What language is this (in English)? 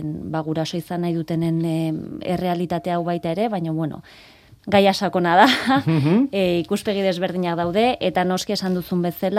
Basque